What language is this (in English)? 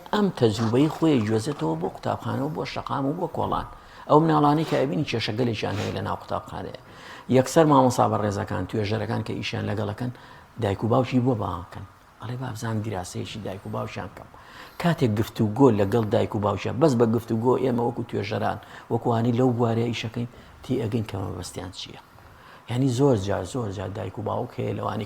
Central Kurdish